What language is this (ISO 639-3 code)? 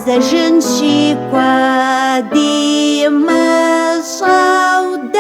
kbd